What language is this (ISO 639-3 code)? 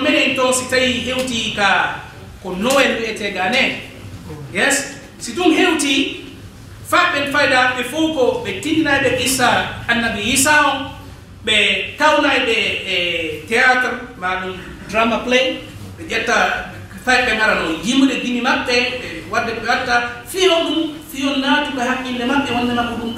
ful